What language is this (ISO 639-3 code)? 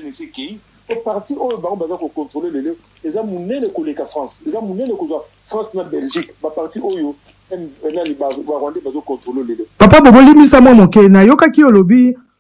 lin